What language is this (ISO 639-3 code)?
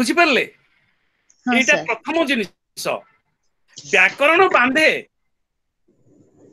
ori